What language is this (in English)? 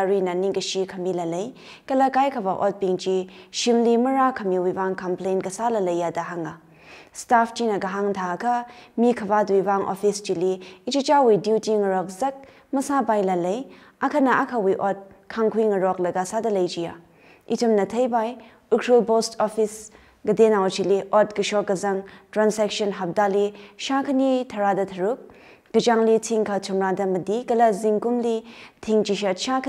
Tangkhul Naga (India)